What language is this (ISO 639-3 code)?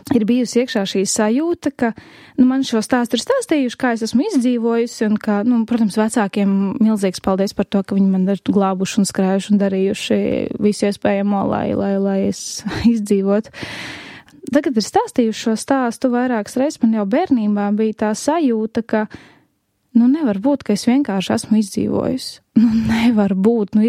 lav